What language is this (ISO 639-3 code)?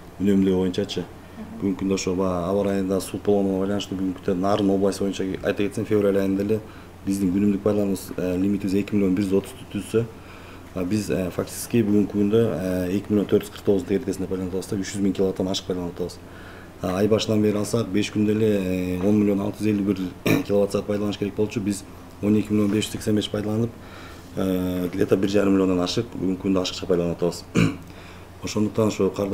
kir